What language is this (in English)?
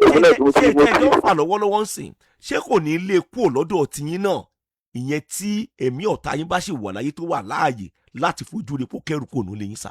Yoruba